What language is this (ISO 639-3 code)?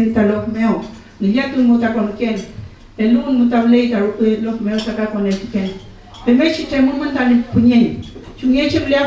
arn